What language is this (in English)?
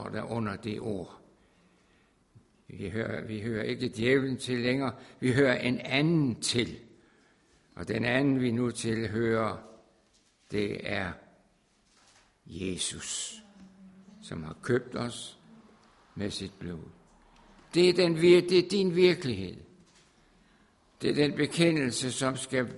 Danish